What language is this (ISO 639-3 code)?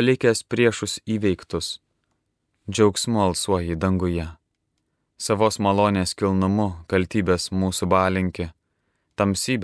lit